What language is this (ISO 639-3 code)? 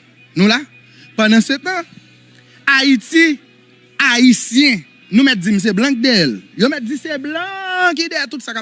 hat